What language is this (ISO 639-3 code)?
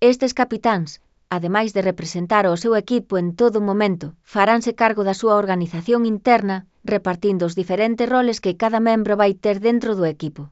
glg